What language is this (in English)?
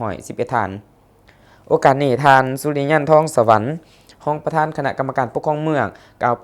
Lao